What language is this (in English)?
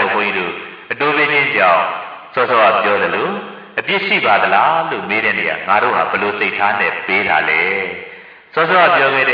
Burmese